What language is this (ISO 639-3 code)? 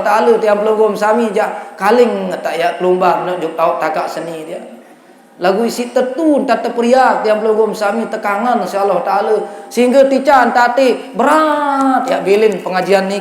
sas